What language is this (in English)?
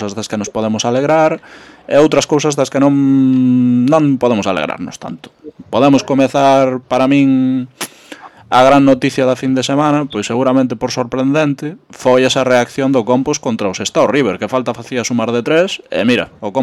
Galician